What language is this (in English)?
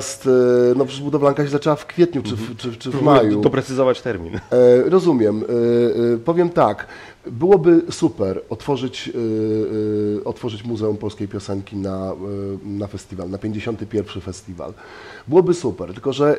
Polish